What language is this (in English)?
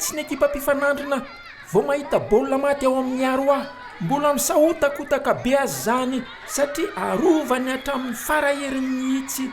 Malagasy